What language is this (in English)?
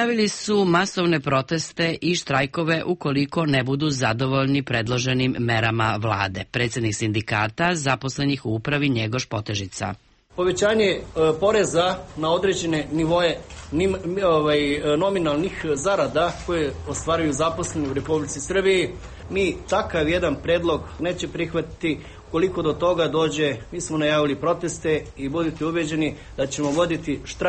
Serbian